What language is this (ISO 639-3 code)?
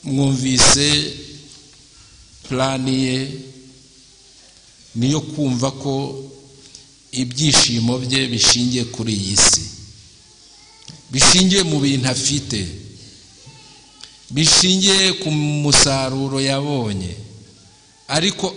kin